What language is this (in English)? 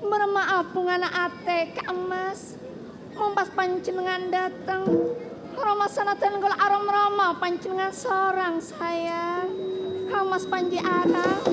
Madurese